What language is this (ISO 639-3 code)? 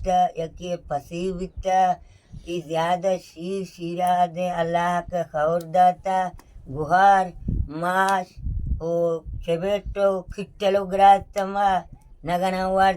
bal